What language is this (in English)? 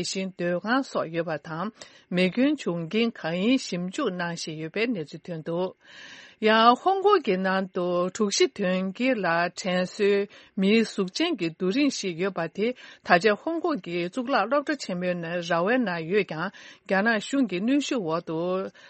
Tibetan